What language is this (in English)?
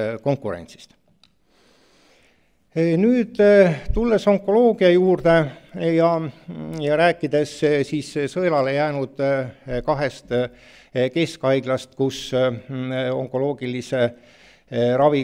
Estonian